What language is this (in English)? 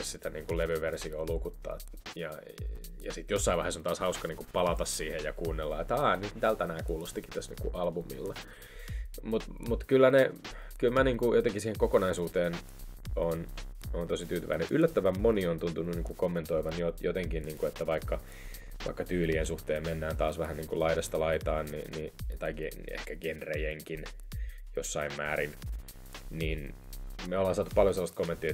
Finnish